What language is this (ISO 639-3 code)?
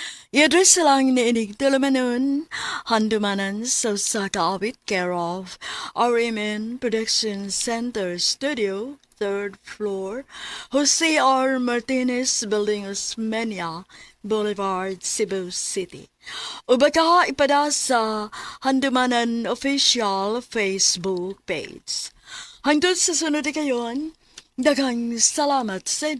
ceb